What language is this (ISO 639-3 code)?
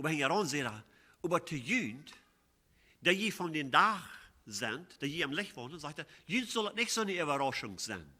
pdt